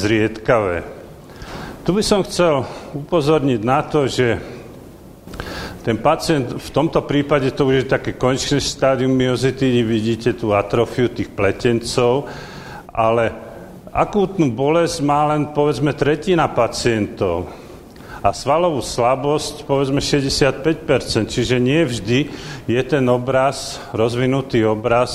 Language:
Slovak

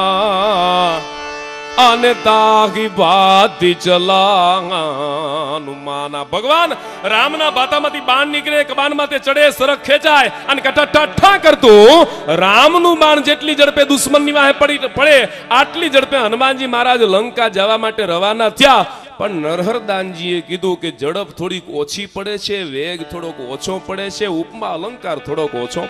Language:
Gujarati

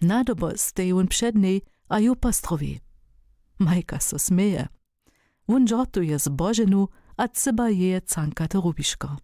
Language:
Upper Sorbian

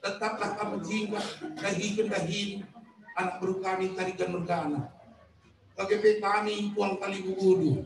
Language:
Batak Karo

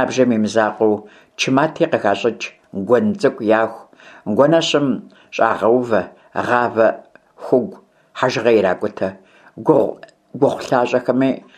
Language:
Kabardian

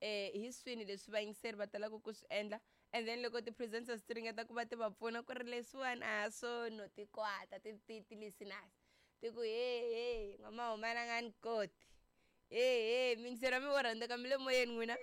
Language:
Tsonga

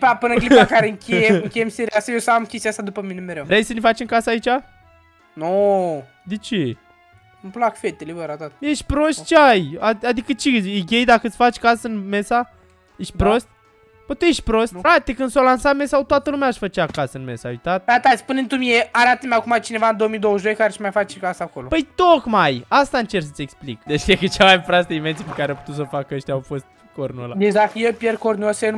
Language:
Romanian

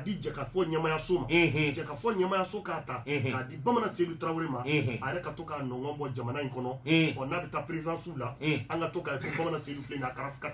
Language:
Bambara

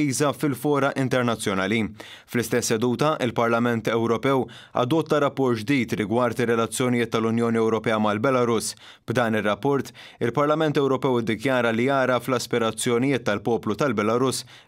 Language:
Maltese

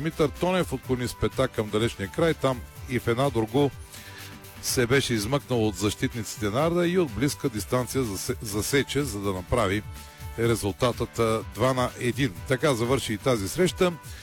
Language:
Bulgarian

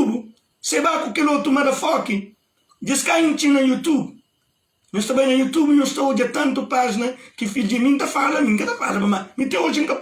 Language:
Kabuverdianu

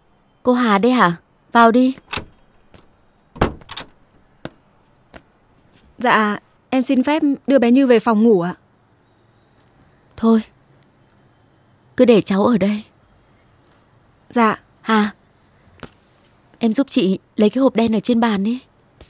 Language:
Vietnamese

